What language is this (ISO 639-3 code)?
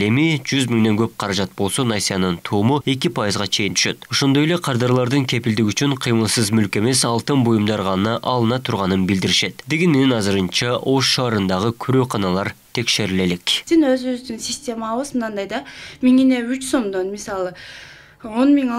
kir